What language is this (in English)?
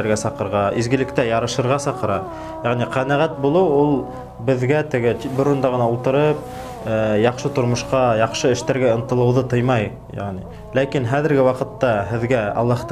Bashkir